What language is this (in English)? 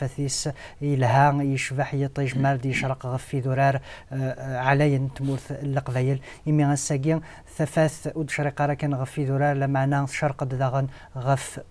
Kabyle